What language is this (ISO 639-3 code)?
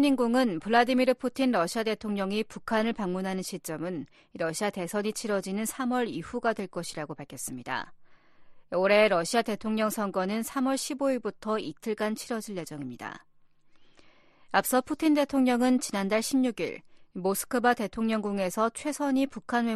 kor